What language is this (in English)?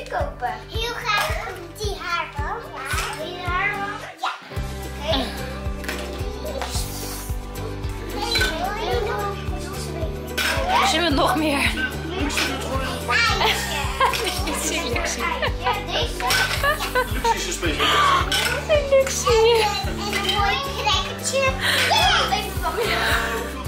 Dutch